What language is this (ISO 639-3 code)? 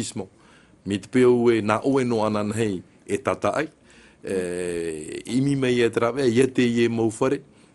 tah